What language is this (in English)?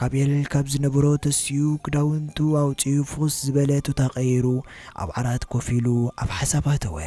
Tigrinya